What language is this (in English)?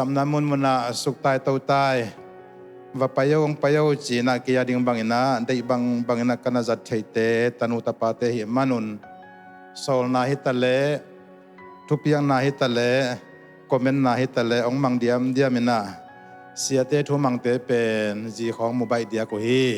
Tedim Chin